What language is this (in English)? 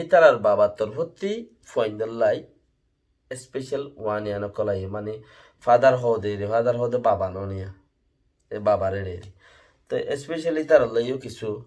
Rohingya